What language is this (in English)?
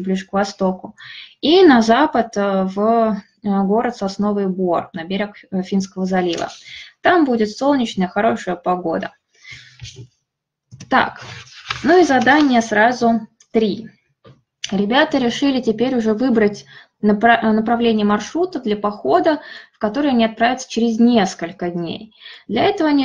Russian